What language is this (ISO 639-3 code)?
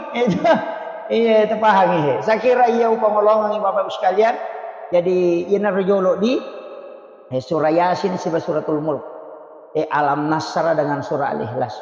bug